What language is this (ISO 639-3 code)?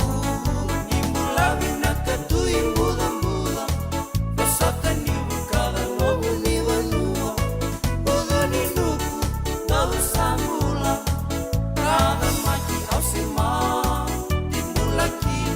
fij